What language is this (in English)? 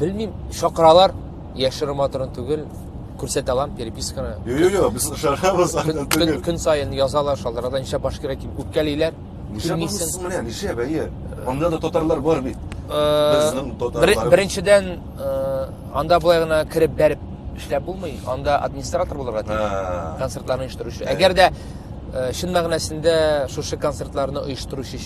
Tatar